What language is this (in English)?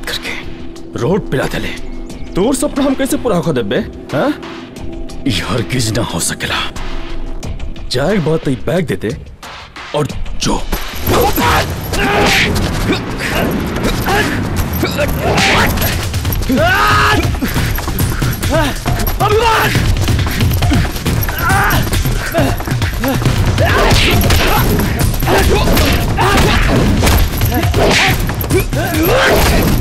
Bhojpuri